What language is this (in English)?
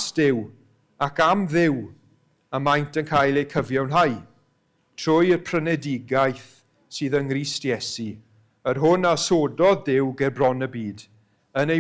Welsh